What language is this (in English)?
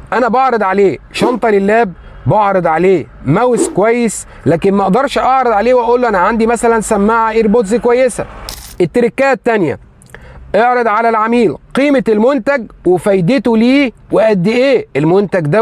Egyptian Arabic